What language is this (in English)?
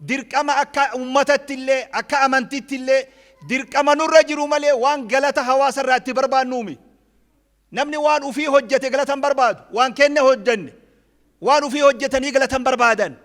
Oromo